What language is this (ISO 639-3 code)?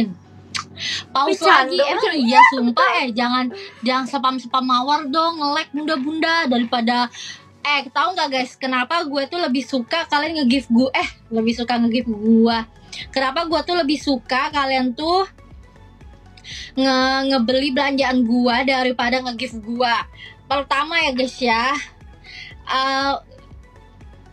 ind